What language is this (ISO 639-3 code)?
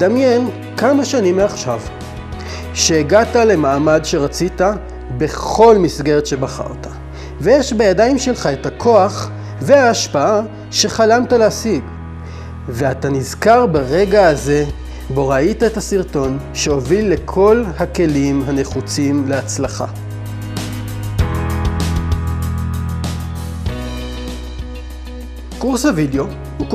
heb